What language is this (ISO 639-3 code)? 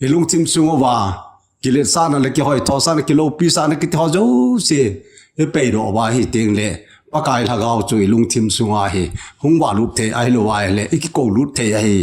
tcz